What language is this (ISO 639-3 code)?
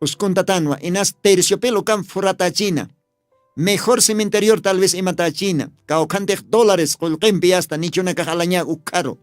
aym